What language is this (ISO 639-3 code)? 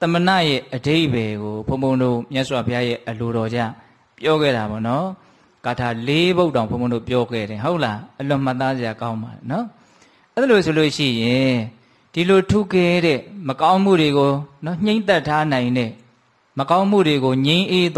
mya